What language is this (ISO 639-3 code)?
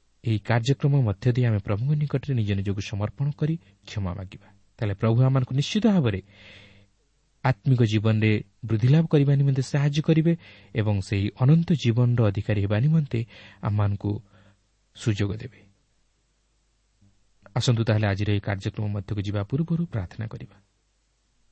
ori